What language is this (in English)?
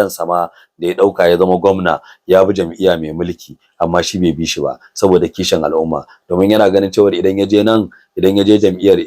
Hausa